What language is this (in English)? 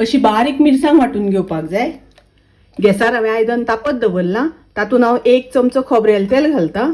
Konkani